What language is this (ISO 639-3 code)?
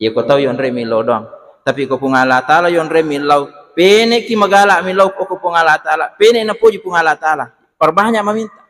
bug